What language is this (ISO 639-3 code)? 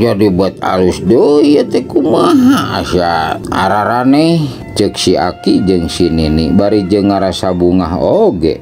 sun